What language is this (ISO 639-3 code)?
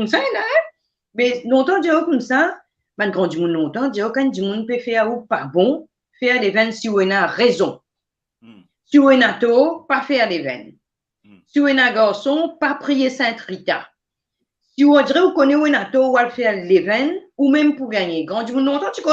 mfe